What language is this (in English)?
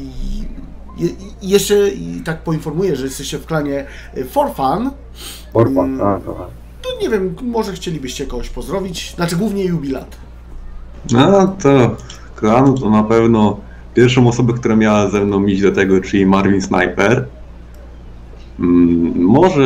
Polish